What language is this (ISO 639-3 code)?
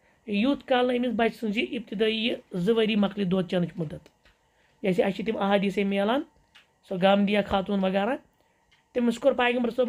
kas